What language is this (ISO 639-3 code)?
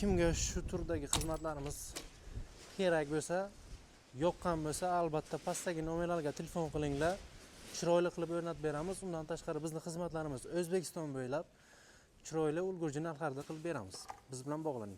uzb